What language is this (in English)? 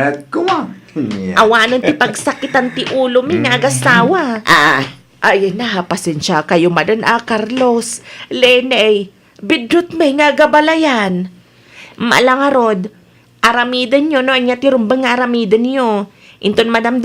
Iloko